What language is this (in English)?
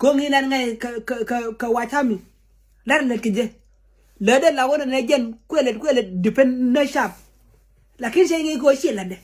Nuer